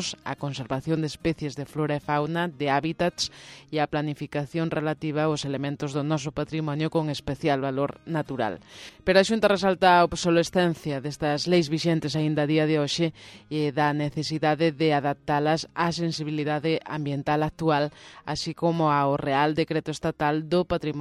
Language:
Galician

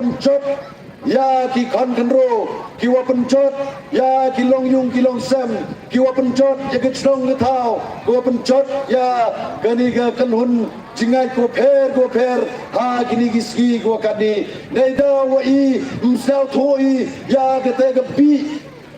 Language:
Pnar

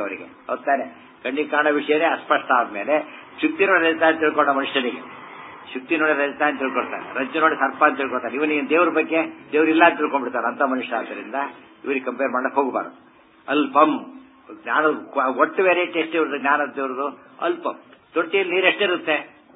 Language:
Kannada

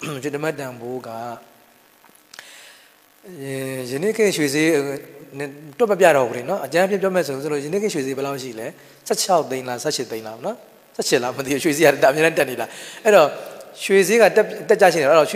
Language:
Burmese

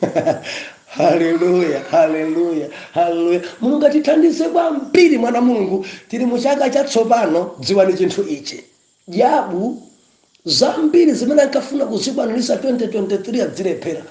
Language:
Nyanja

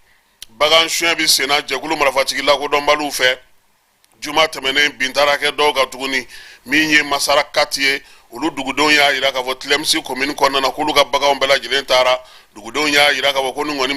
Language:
Bambara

